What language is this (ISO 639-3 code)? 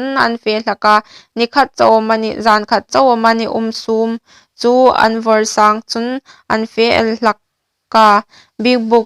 hmr